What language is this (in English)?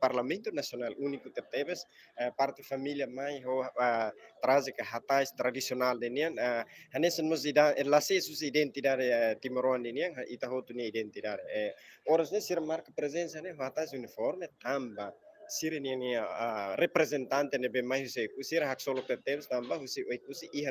Tetum